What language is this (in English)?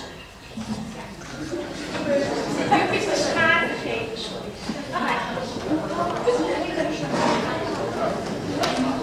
Dutch